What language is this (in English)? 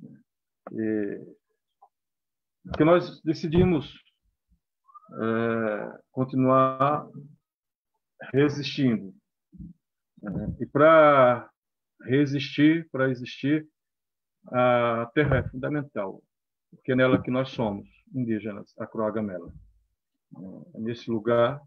Portuguese